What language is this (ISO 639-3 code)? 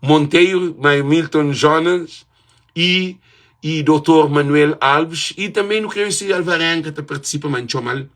kea